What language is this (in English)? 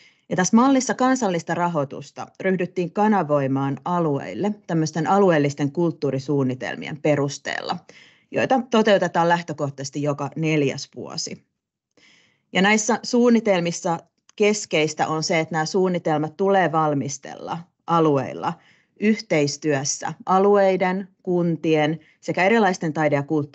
Finnish